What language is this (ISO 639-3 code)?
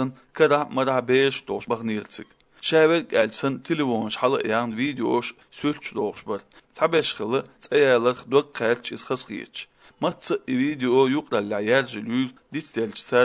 che